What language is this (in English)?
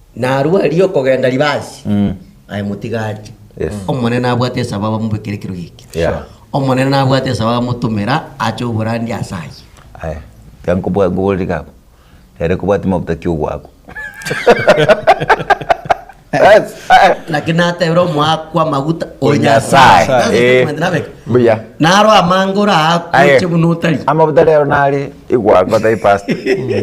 Gusii